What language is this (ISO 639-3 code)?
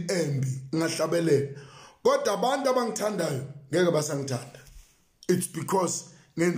zul